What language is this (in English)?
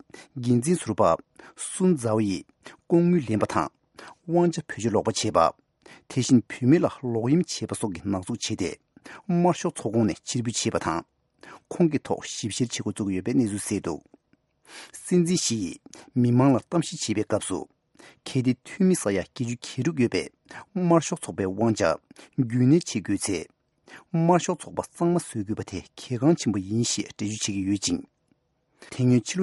Tibetan